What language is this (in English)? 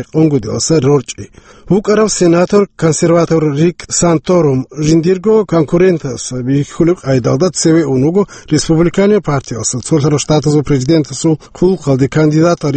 Avaric